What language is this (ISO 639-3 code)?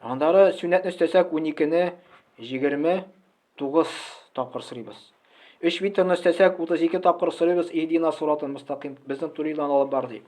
tat